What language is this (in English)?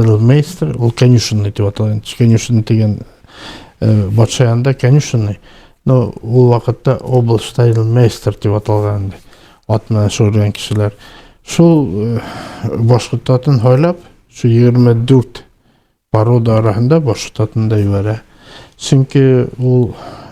Bashkir